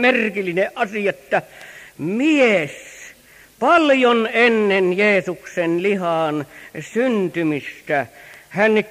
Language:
Finnish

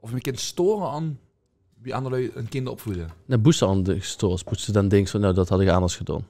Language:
Limburgish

